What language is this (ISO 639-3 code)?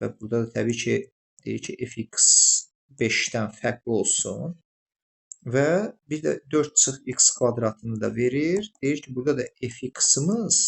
aze